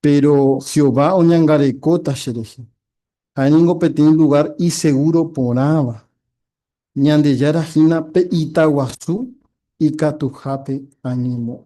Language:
Guarani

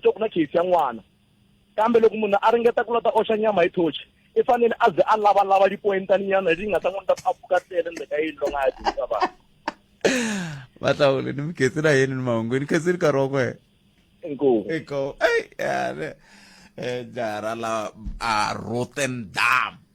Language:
Tsonga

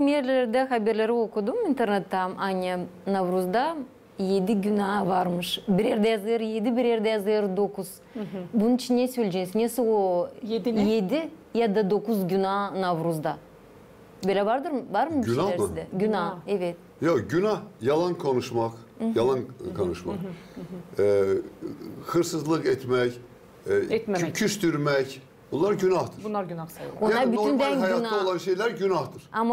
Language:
Gagauz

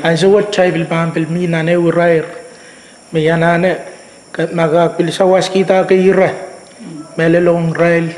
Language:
Pohnpeian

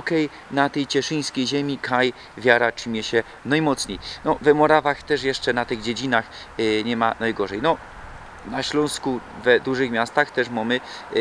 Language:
Silesian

